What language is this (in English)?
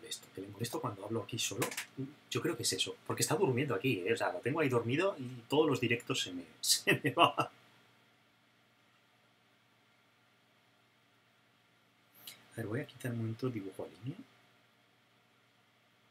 Spanish